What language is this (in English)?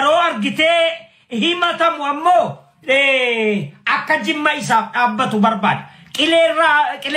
Oromo